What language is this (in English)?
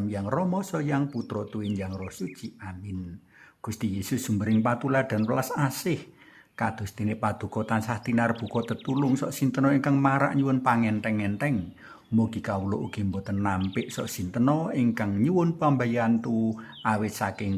Javanese